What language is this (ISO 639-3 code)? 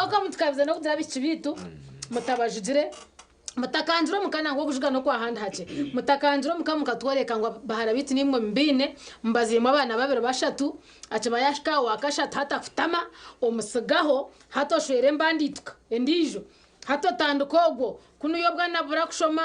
nyn